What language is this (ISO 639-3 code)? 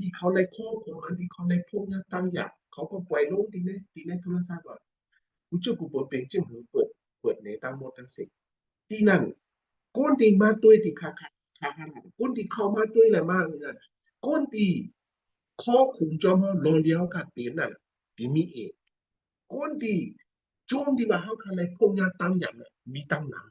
shn